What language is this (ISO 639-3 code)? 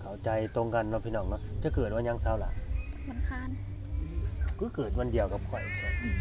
lao